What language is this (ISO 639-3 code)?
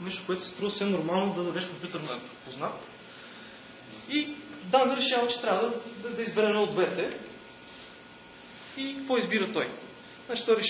bul